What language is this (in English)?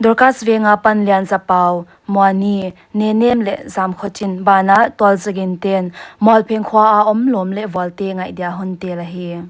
Paite Chin